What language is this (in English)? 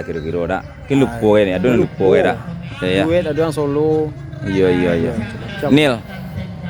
Minangkabau